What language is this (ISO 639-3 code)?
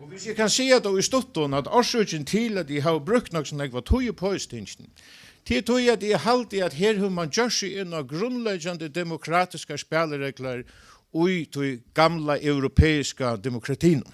fao